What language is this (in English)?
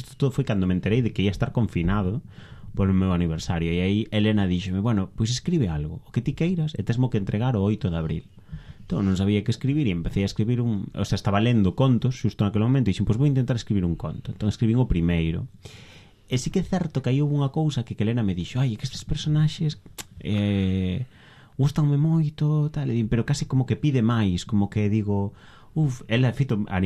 Galician